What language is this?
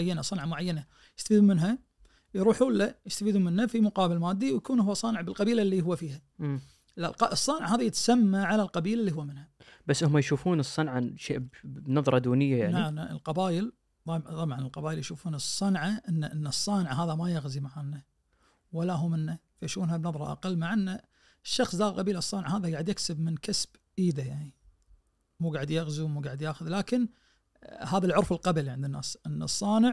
Najdi Arabic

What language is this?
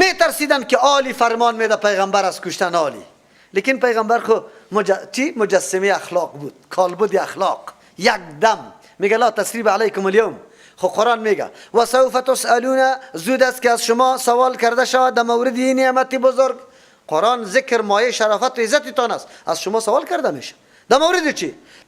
Persian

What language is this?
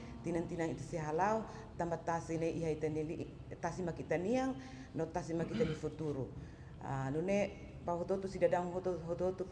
Tetum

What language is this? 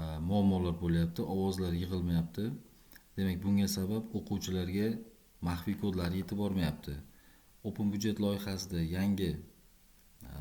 Uzbek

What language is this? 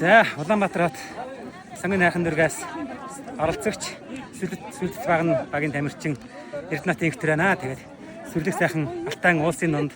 Mongolian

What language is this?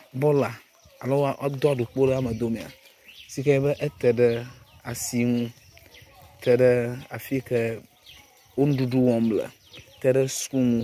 Ewe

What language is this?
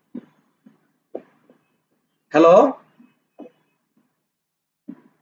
Bangla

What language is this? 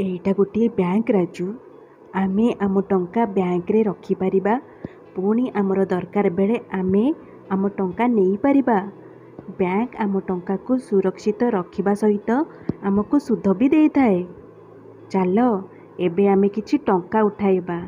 Odia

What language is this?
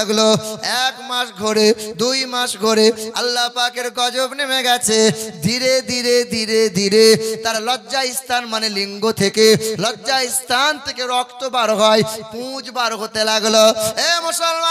Bangla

